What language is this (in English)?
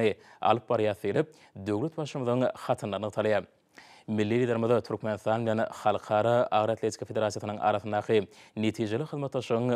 Turkmen